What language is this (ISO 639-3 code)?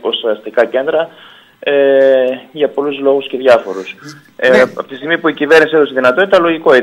ell